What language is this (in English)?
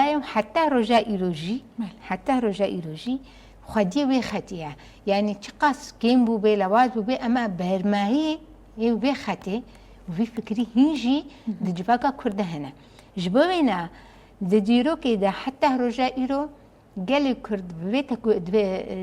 Kurdish